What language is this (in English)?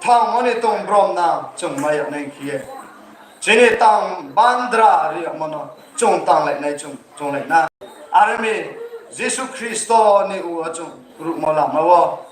Riang (India)